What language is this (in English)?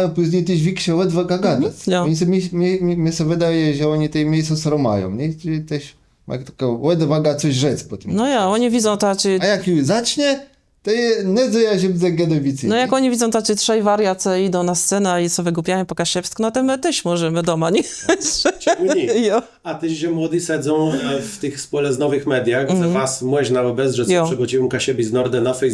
Kashubian